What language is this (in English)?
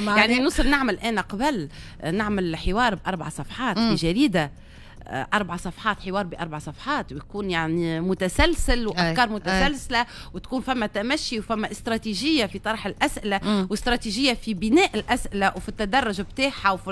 Tunisian Arabic